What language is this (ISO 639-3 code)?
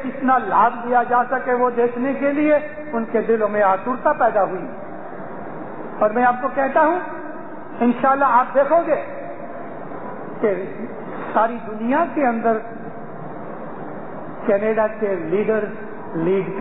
urd